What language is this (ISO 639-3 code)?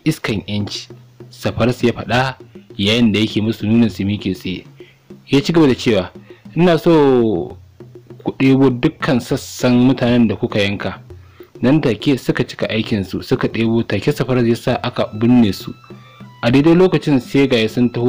hau